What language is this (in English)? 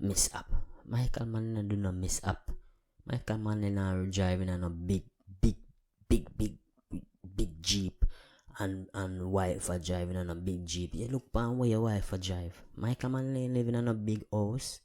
Jamaican Creole English